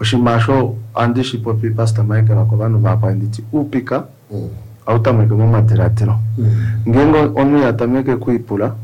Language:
Kuanyama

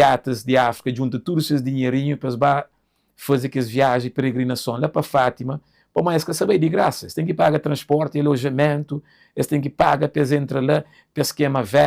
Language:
Kabuverdianu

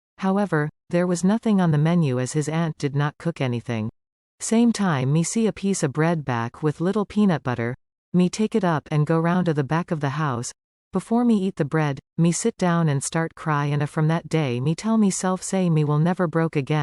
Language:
Jamaican Creole English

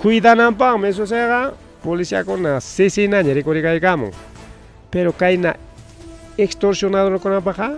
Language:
Ayacucho Quechua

